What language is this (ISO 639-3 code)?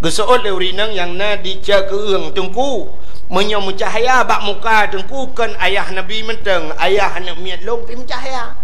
ace